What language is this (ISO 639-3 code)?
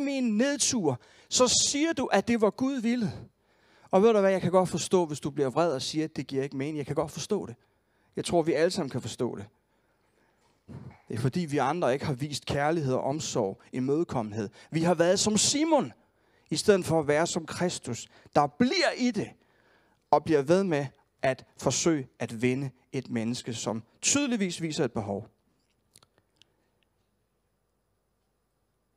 dan